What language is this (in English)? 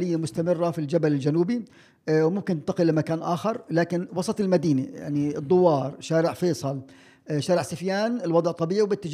North Levantine Arabic